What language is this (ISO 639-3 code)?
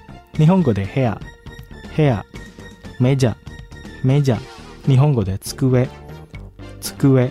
jpn